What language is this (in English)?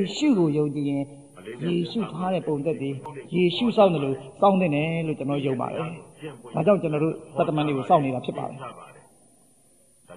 Burmese